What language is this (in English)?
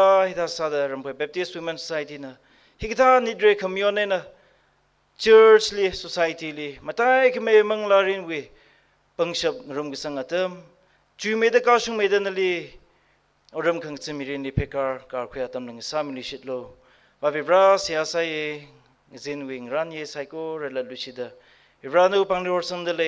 Tangkhul Naga (India)